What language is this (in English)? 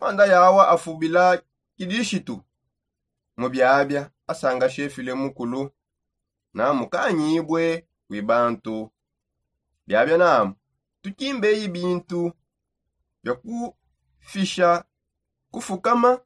Songe